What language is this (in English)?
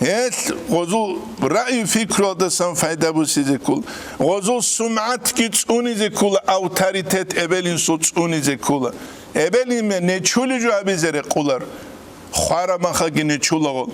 Avaric